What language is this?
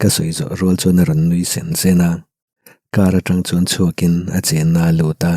Mizo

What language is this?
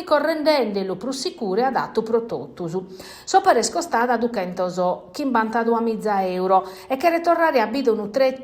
Sardinian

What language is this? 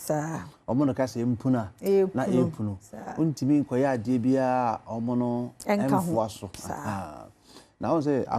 Akan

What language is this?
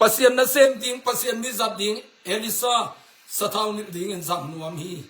Tedim Chin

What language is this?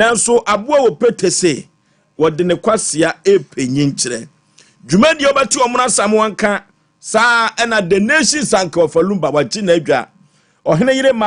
Akan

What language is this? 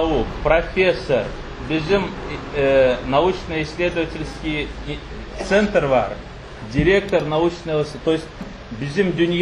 Crimean Tatar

